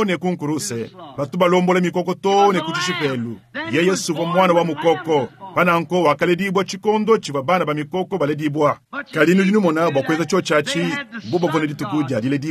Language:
Luba-Lulua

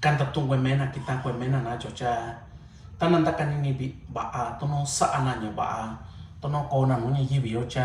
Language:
Mixtepec Mixtec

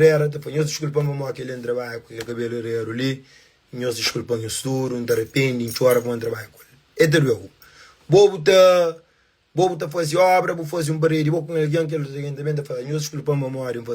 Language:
Kabuverdianu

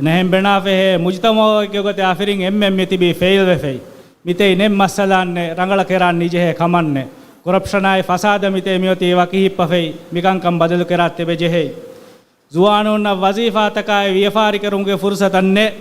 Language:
Divehi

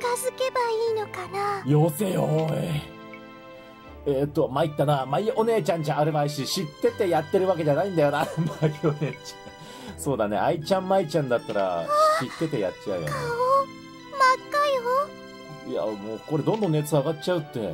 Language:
Japanese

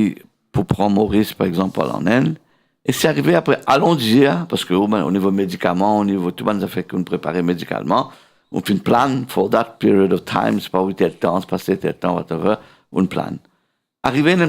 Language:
Morisyen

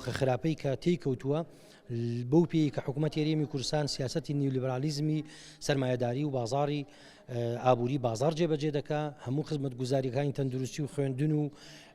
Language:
Central Kurdish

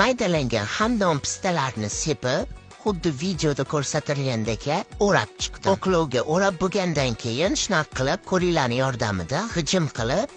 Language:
Uzbek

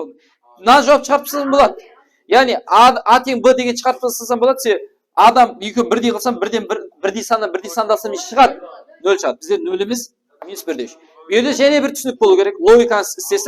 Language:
Kara-Kalpak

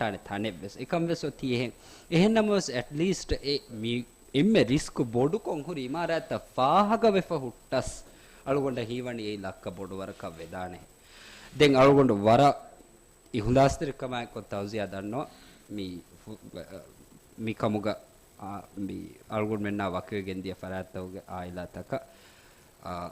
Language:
Divehi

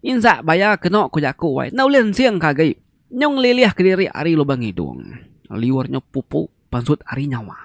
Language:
Iban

